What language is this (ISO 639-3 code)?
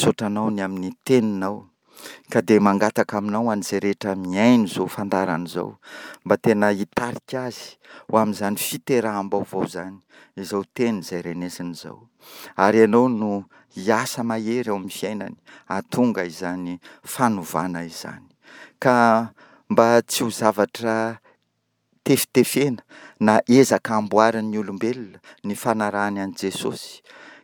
mlg